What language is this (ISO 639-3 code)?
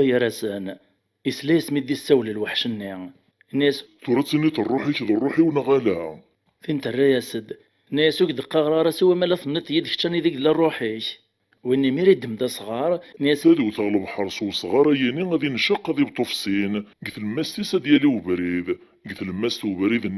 kab